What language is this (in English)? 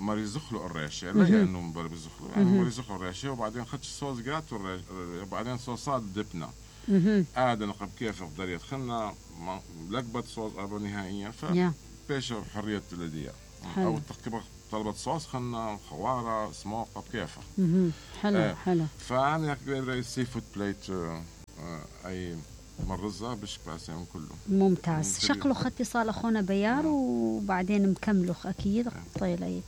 Mesopotamian Arabic